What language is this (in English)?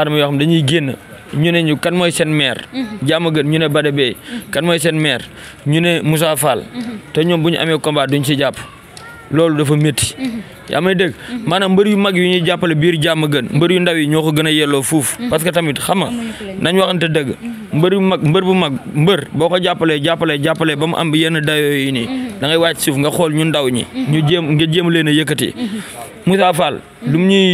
Wolof